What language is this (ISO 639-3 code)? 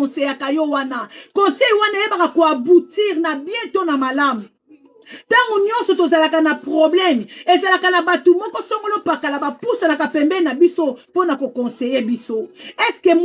lin